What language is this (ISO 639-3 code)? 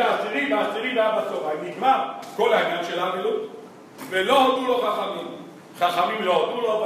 heb